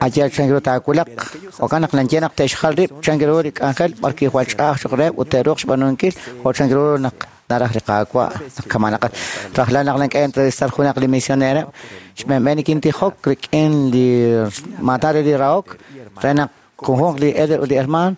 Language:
Kekchí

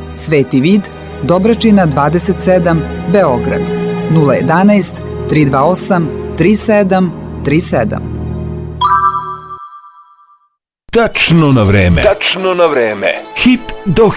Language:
Serbian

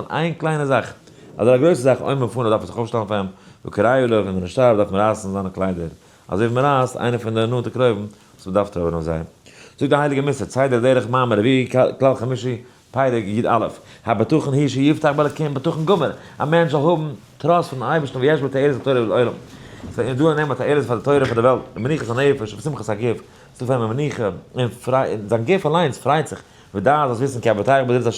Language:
Yiddish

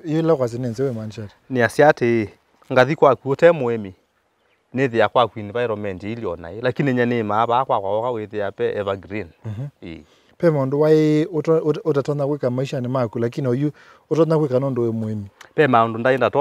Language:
Kamba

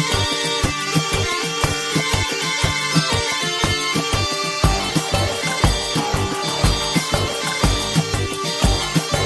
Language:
Basque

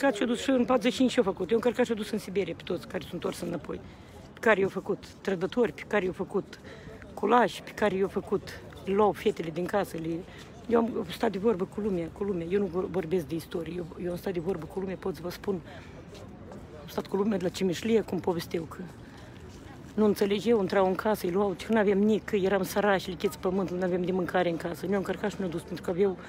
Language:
Romanian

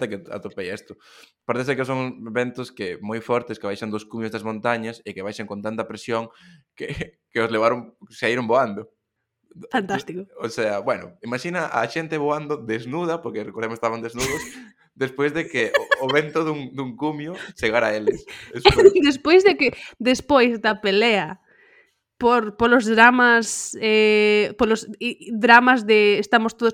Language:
Galician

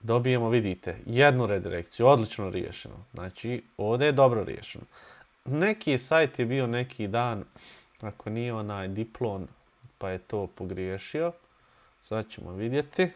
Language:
Bosnian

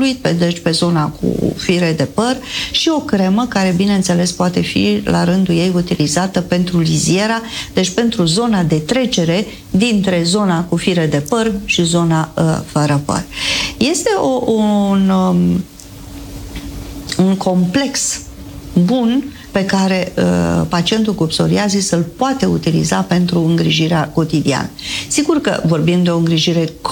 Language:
Romanian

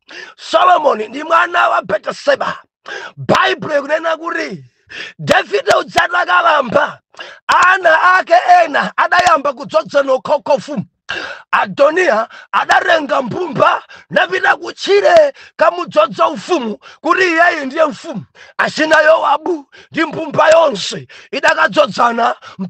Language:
Nyanja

